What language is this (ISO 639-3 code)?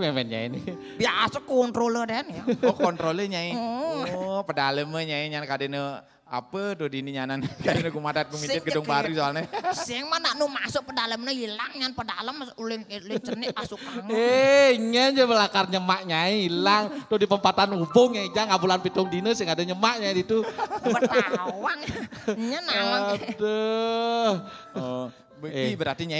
ban